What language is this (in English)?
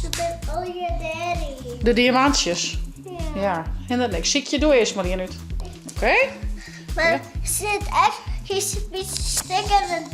Western Frisian